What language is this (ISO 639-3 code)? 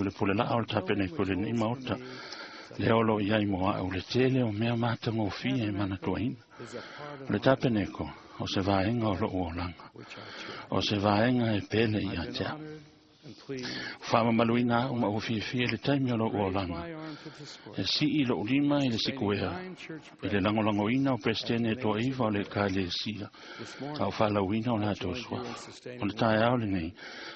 smo